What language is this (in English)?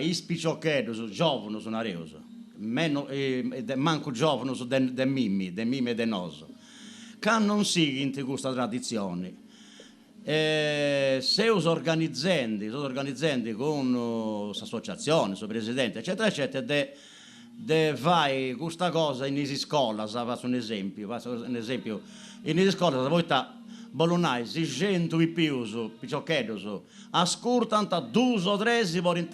Sardinian